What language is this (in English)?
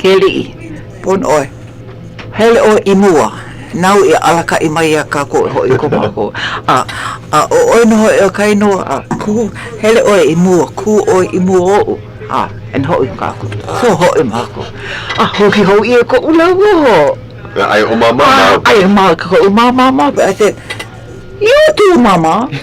Hawaiian